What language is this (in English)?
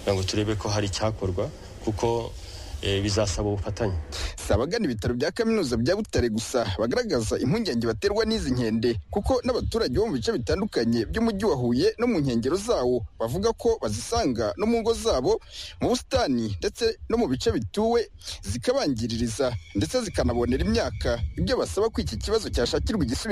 Kinyarwanda